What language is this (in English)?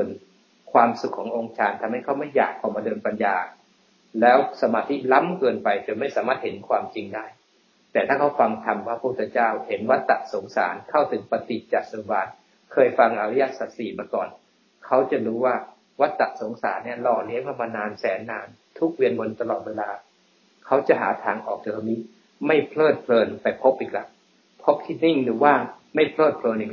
Thai